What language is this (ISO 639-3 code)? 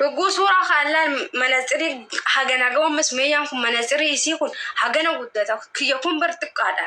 orm